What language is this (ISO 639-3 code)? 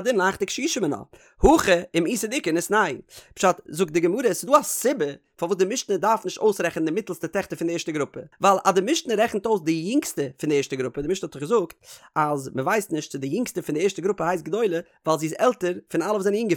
yid